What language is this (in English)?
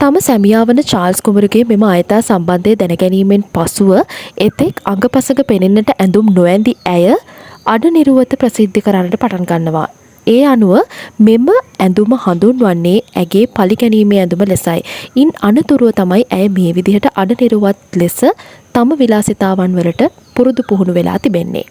Sinhala